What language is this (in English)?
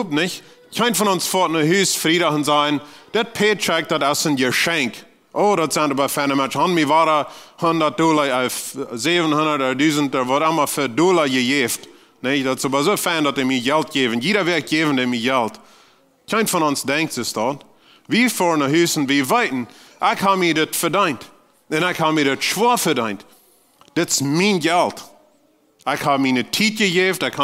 Plautdietsch